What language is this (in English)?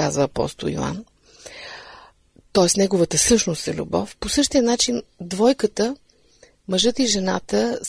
Bulgarian